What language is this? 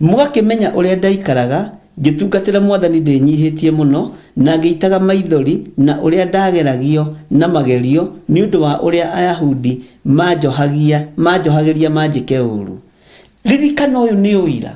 Kikuyu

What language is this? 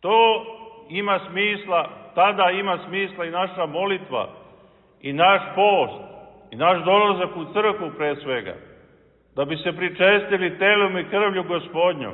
Serbian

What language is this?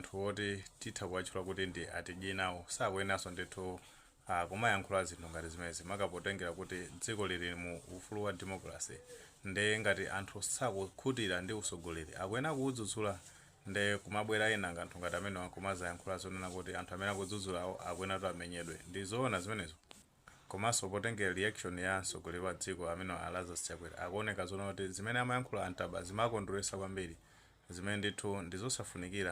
Nyanja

